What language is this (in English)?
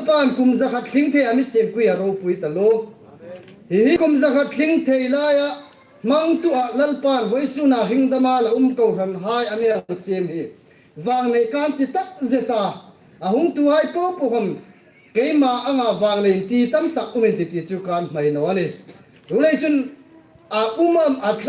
Hmar